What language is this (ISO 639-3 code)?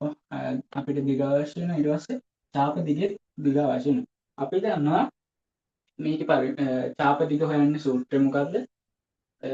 sin